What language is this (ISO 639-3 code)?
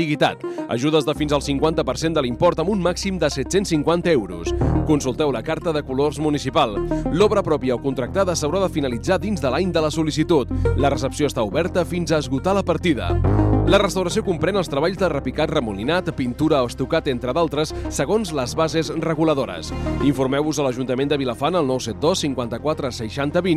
cat